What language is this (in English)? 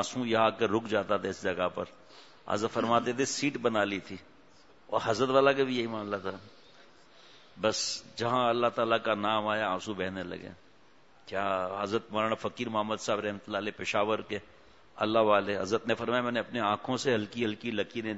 Urdu